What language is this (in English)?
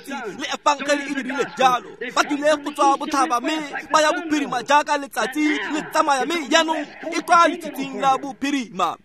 Tswana